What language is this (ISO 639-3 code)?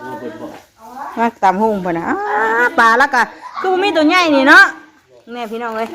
tts